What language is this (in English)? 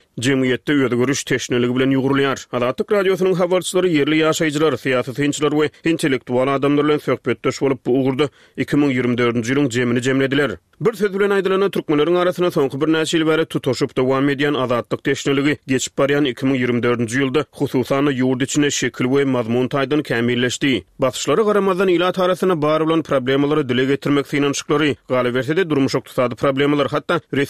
Turkmen